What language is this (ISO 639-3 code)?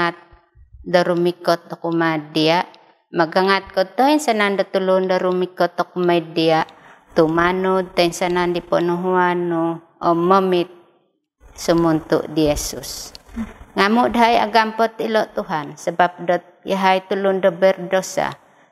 dtp